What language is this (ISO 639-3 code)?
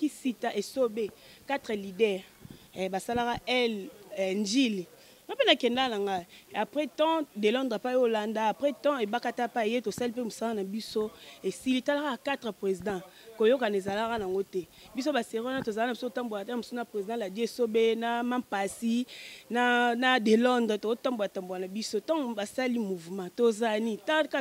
lin